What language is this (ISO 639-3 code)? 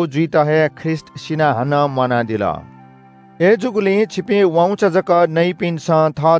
new